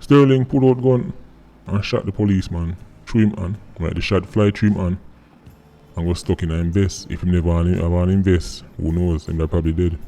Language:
Jamaican Creole English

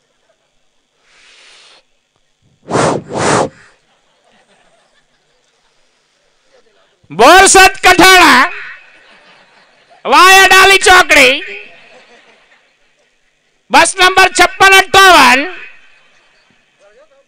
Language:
Gujarati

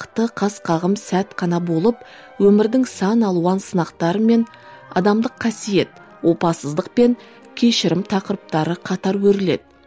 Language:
Kazakh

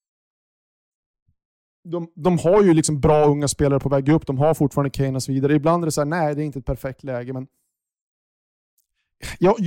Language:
Swedish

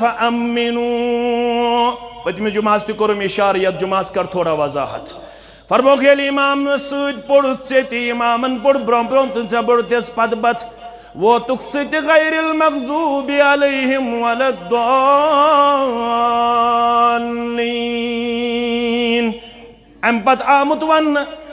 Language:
Kashmiri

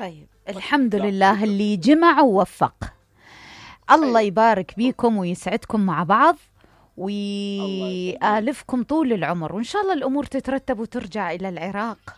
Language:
Mesopotamian Arabic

